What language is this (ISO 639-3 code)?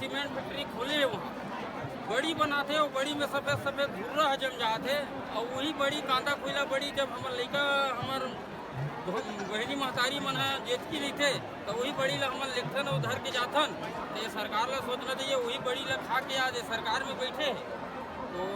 hne